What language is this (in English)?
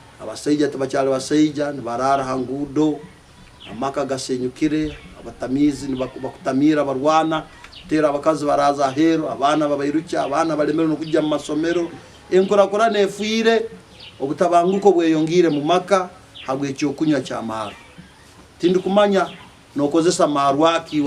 Nyankole